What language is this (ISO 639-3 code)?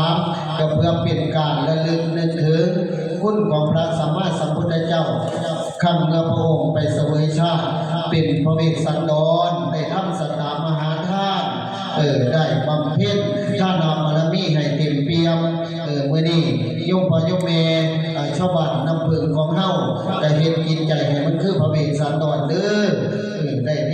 tts